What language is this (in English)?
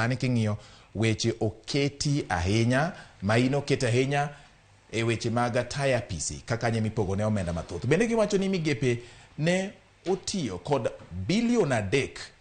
Luo (Kenya and Tanzania)